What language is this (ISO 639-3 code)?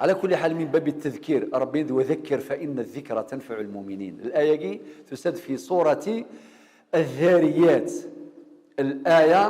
kab